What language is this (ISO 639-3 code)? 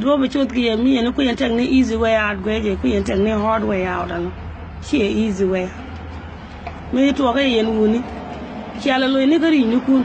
nus